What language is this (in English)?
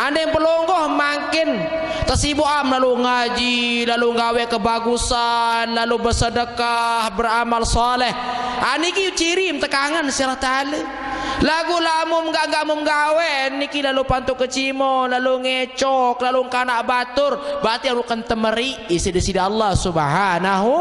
Sasak